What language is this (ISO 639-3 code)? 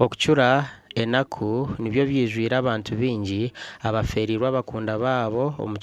nyn